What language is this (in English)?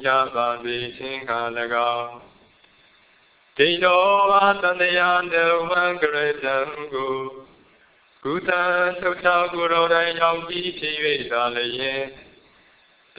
Burmese